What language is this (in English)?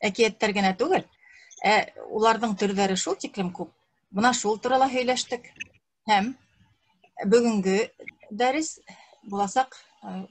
Bashkir